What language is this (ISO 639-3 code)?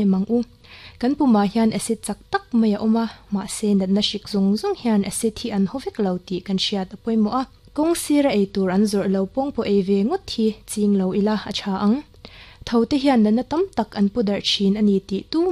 lus